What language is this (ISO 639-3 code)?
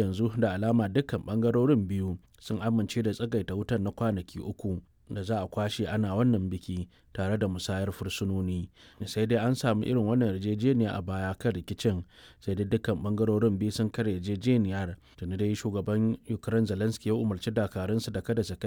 hau